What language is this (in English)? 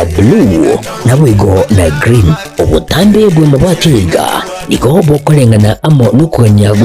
Gusii